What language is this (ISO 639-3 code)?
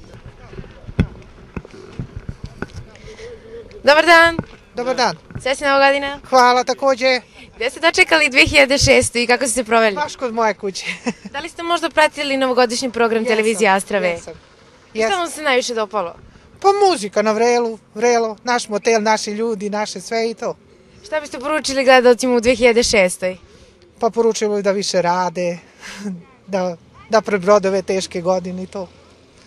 srp